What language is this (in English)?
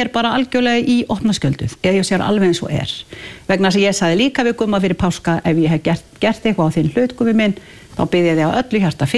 Icelandic